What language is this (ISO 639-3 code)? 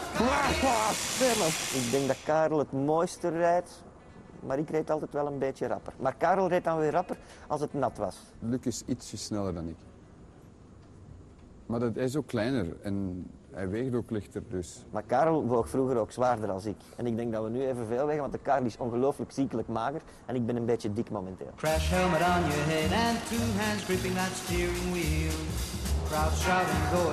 nld